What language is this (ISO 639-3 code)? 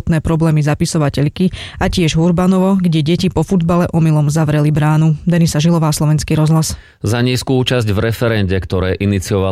slk